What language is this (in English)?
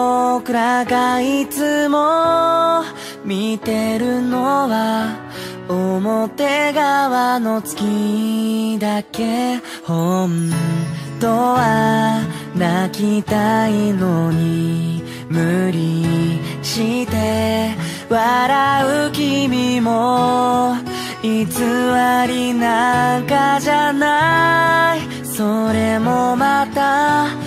Japanese